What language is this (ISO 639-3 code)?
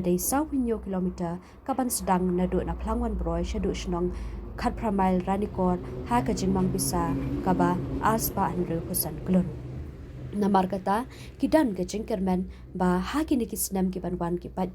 kha